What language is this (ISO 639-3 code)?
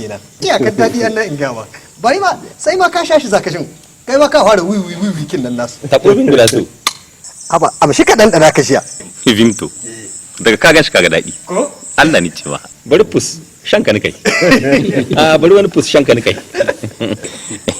hau